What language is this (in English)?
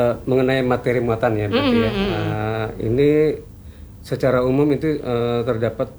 Indonesian